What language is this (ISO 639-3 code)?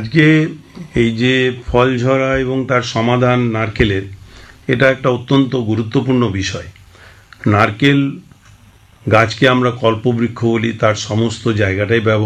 ben